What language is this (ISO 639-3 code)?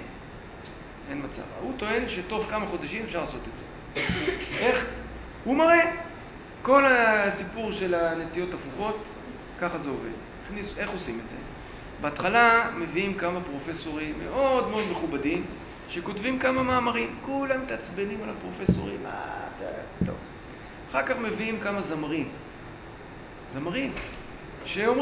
heb